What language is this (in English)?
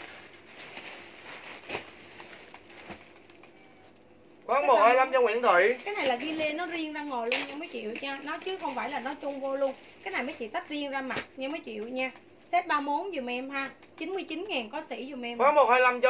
Vietnamese